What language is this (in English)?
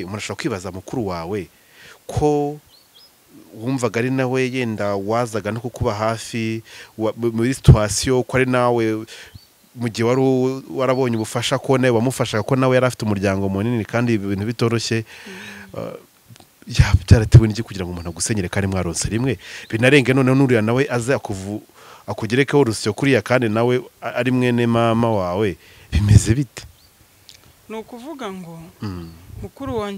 Kinyarwanda